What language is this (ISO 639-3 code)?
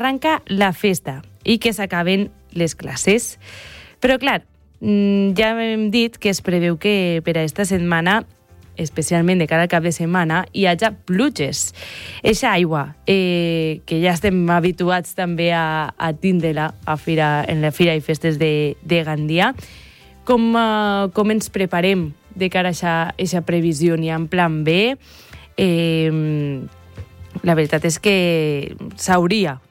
cat